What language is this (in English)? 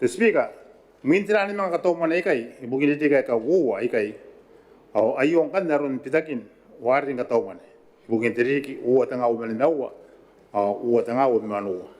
Gilbertese